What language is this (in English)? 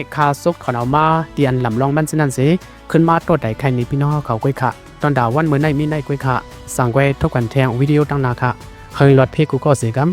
Lao